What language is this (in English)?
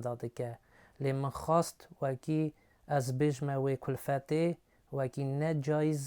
Kurdish